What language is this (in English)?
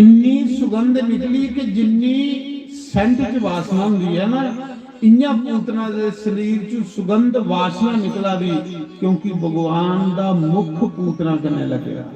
Dogri